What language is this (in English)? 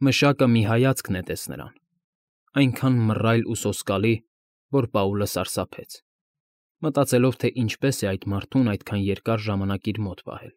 Armenian